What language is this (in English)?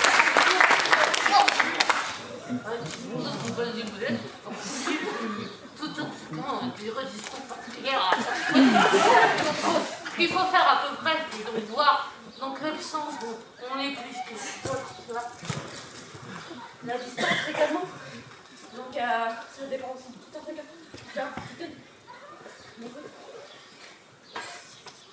French